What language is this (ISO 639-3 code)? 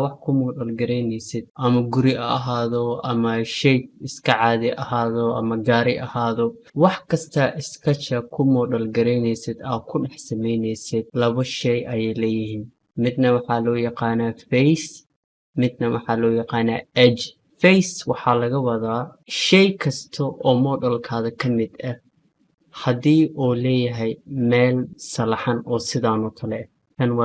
som